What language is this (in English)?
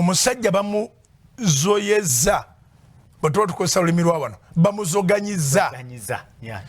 Ganda